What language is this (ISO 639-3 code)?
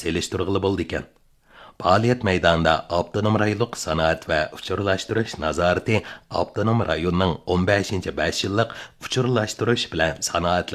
uig